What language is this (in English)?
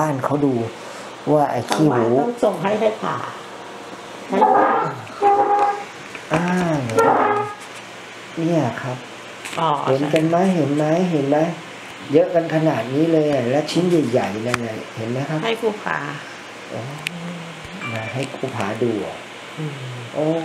Thai